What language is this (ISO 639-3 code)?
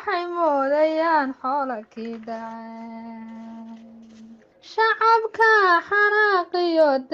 som